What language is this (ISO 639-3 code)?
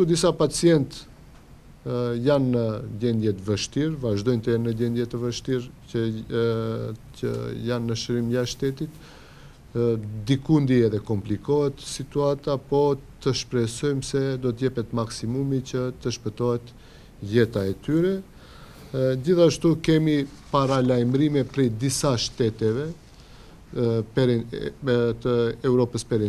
sqi